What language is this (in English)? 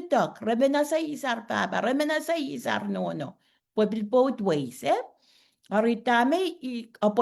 Pohnpeian